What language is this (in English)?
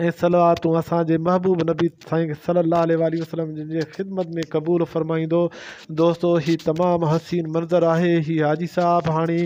Sindhi